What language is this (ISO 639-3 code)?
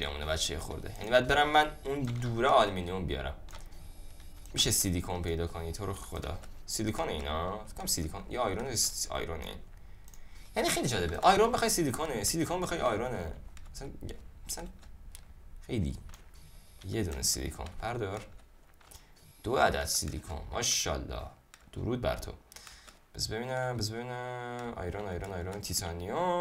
fas